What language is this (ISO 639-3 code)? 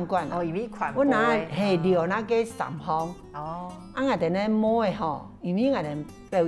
hak